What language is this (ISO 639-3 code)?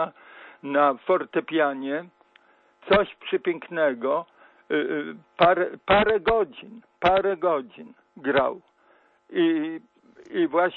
pol